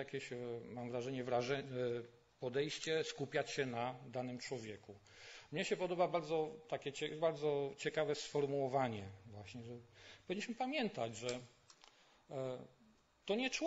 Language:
Polish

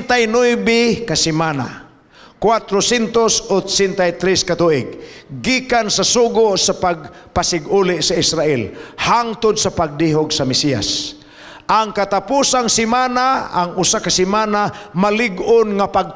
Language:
Cebuano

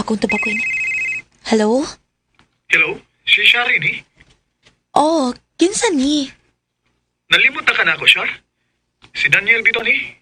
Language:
Cebuano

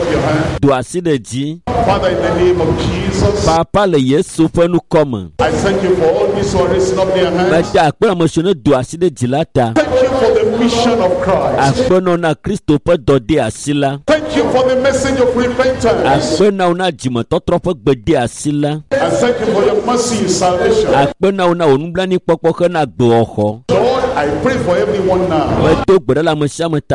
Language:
Ewe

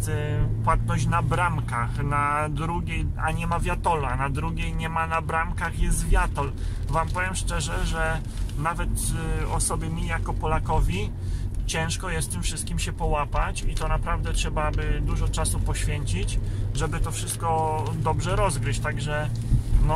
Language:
Polish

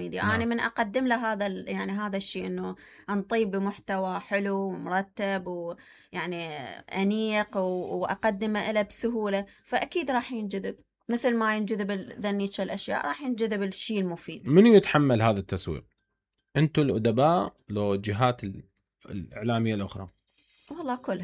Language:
Mesopotamian Arabic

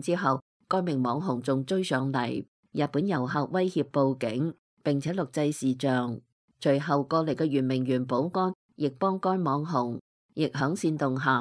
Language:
Cantonese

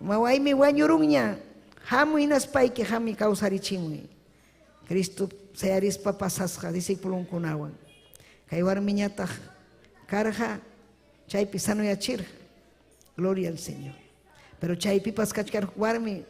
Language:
Ayacucho Quechua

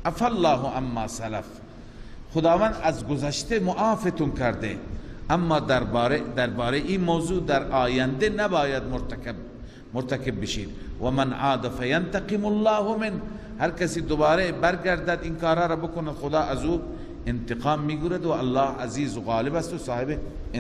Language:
Persian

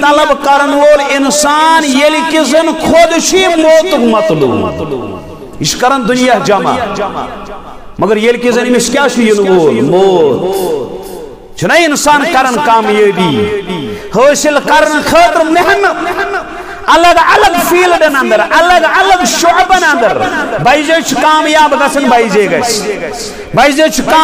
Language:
Kashmiri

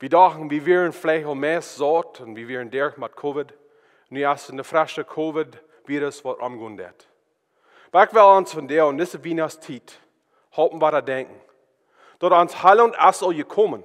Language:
Plautdietsch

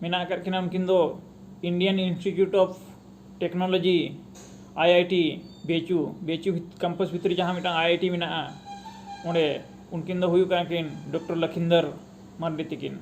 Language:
Santali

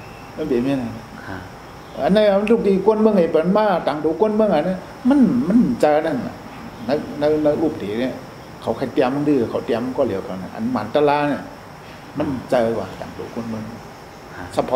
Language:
Shan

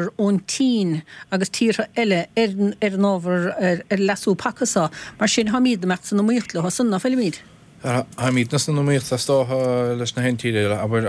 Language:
Irish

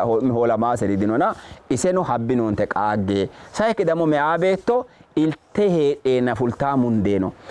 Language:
Sidamo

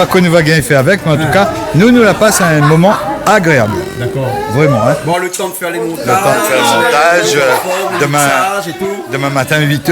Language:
Réunion Creole French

